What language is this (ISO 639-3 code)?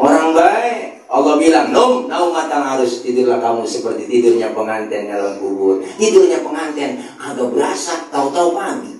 bew